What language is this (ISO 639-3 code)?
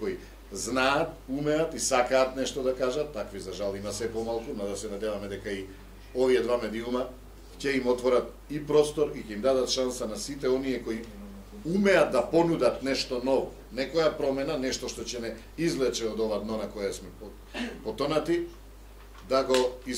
mkd